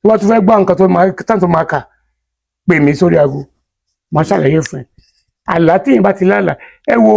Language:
Yoruba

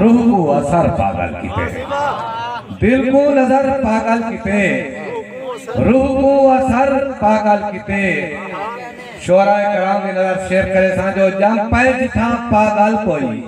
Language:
Saraiki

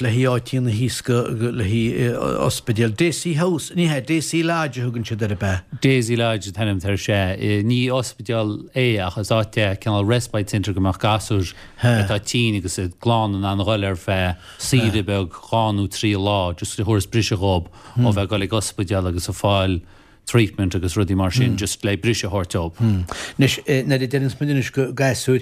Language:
Irish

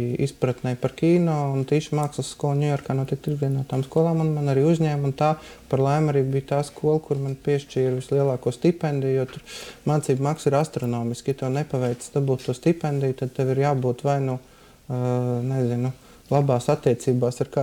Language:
Latvian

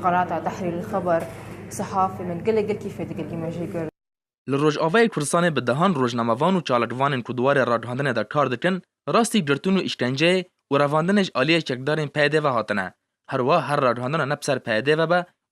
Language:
Kurdish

